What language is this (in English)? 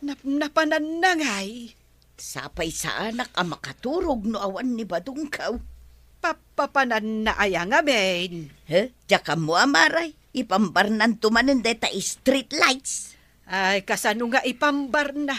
Iloko